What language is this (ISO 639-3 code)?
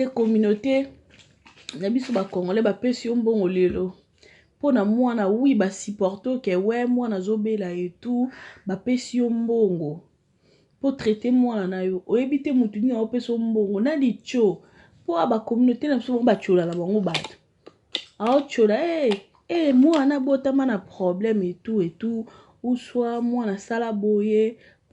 lin